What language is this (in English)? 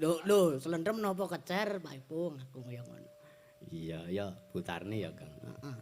Javanese